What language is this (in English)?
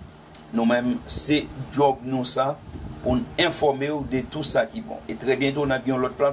Haitian Creole